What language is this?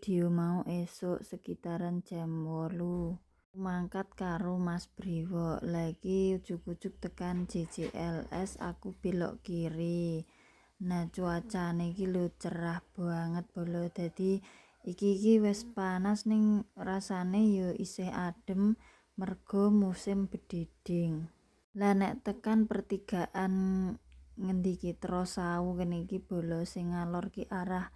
Javanese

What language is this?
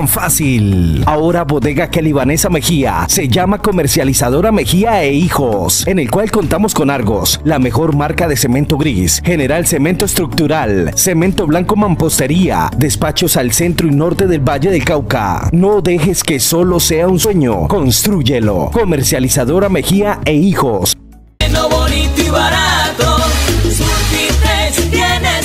Spanish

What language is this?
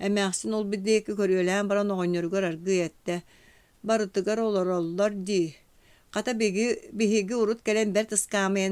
Yakut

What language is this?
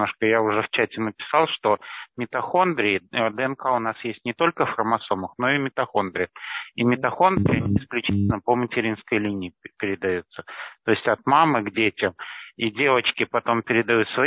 Russian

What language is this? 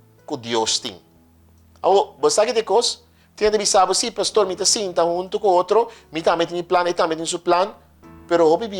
Papiamento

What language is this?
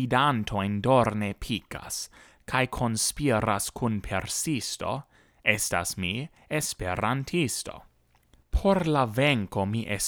Esperanto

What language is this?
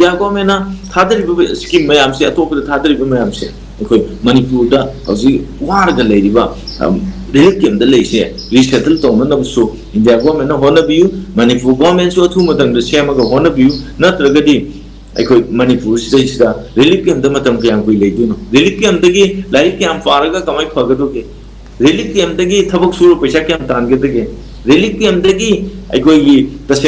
Manipuri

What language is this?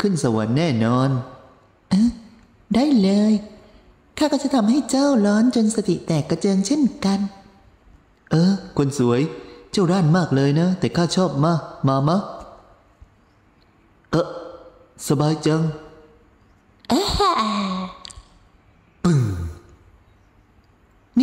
Thai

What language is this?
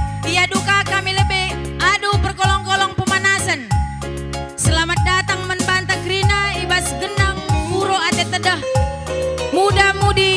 Batak Karo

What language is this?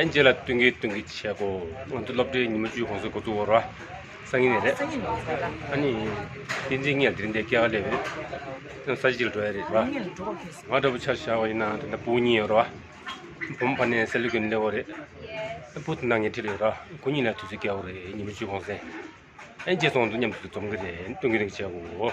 Tibetan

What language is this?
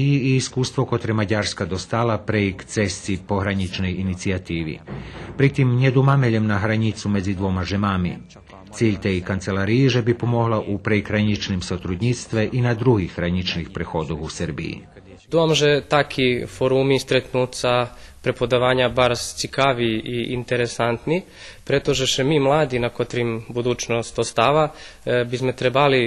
Rusyn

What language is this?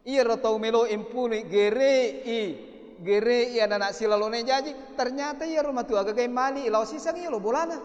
Buginese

